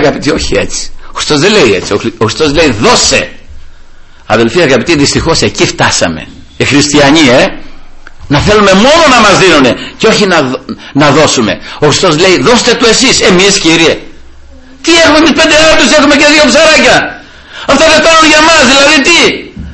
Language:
Greek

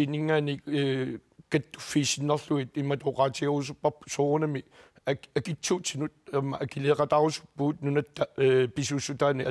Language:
Kalaallisut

